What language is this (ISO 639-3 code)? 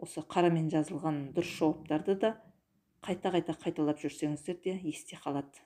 kaz